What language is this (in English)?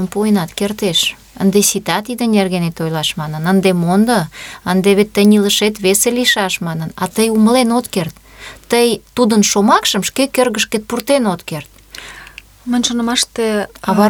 Mari